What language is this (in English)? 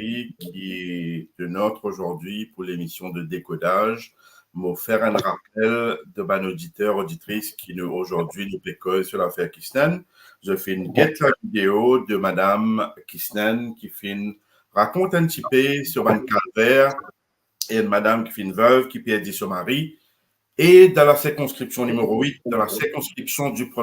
Morisyen